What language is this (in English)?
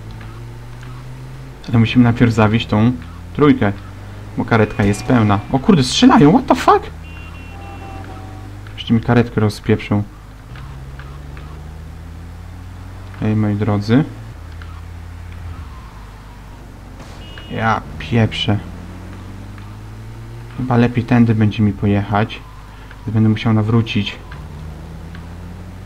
Polish